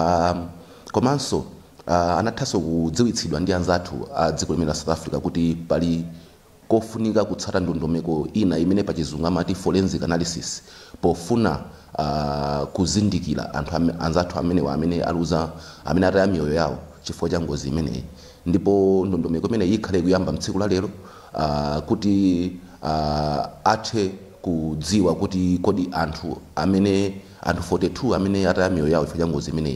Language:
Nyanja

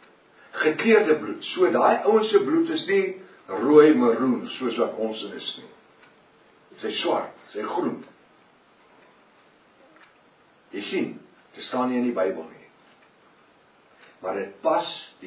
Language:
Afrikaans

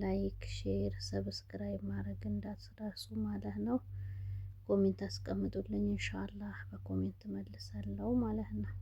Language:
Amharic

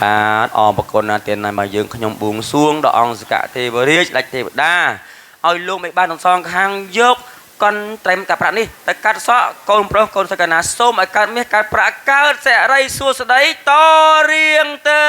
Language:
Khmer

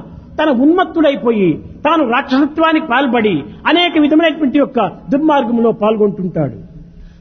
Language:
Telugu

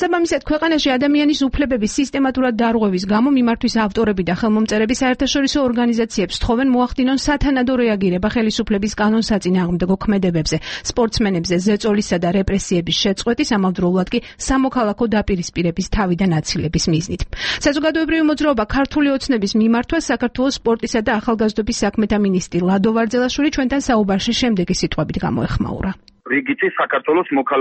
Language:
Georgian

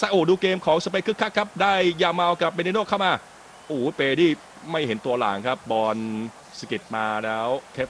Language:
Thai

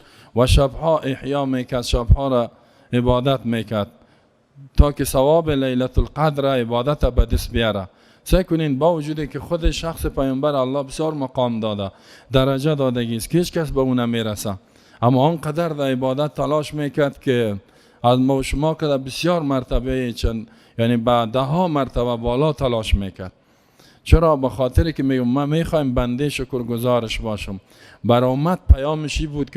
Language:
Persian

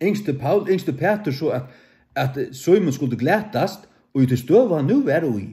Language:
Faroese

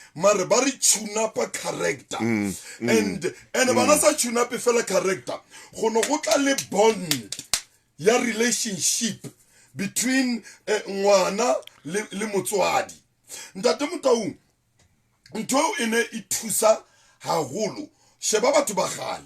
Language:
Southern Sotho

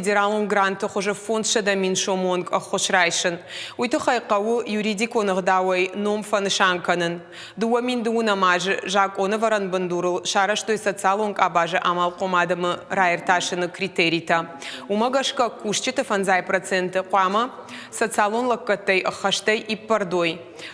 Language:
Ossetic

